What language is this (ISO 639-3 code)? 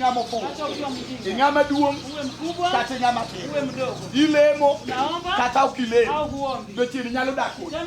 luo